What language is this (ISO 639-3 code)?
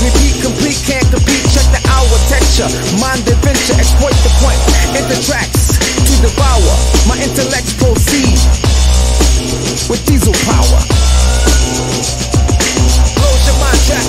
eng